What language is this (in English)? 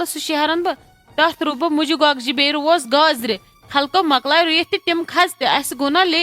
Kashmiri